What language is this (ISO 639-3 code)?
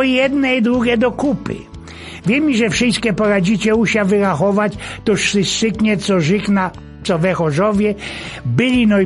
szl